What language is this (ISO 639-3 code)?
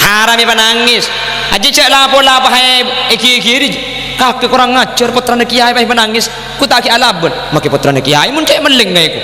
mad